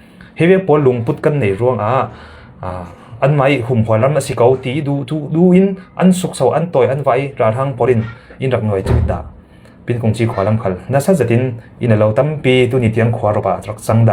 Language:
Falam Chin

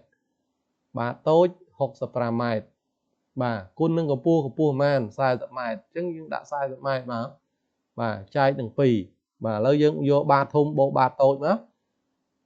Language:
Khmer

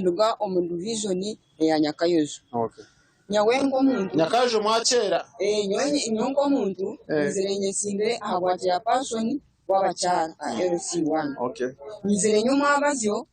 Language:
Nyankole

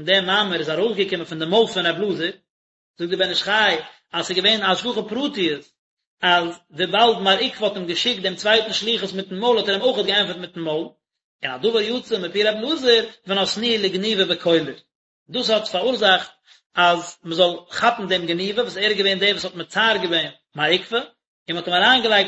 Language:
Yiddish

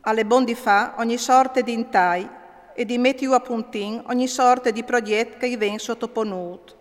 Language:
Friulian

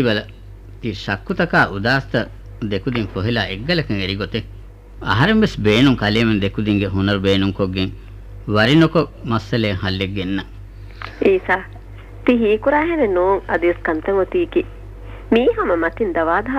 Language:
Divehi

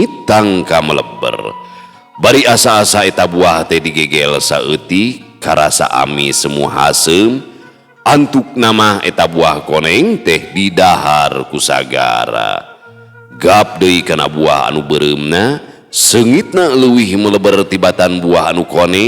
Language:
Sundanese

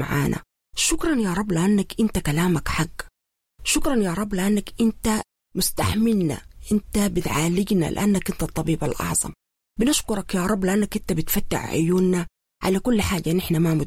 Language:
Sudanese Arabic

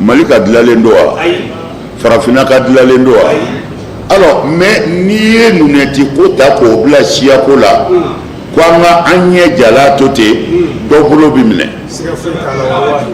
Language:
Bambara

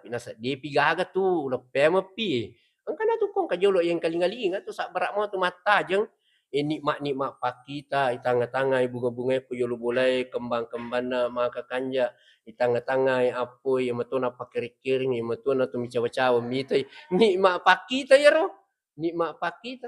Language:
Buginese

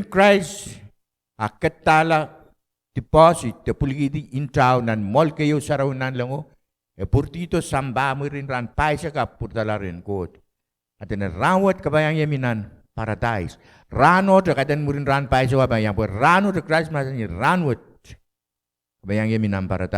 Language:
Pohnpeian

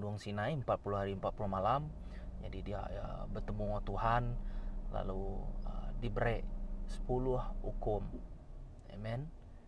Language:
Iban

